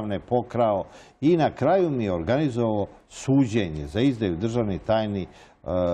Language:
Serbian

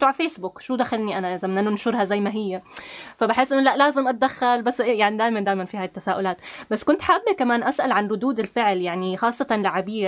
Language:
North Levantine Arabic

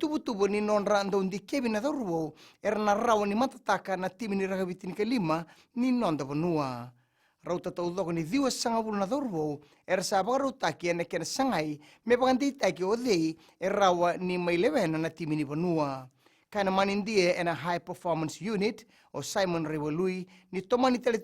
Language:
Fijian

